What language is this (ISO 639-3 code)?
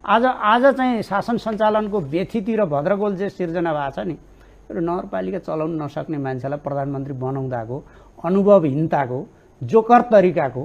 nep